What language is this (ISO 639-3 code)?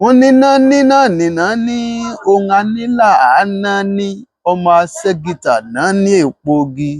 yor